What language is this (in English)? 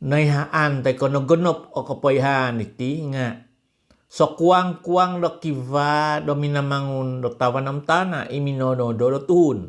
Central Dusun